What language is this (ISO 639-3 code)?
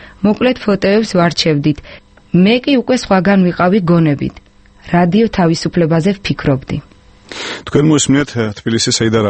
kat